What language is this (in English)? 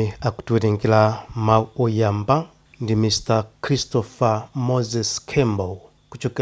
Nyanja